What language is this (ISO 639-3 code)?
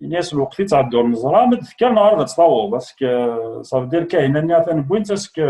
kab